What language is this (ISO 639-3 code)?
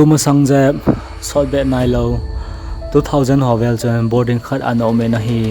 tcz